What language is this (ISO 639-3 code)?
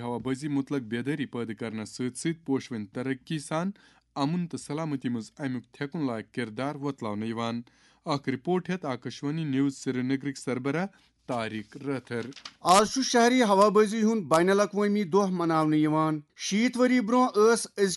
kas